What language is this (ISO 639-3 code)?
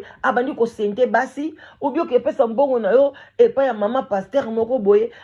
lin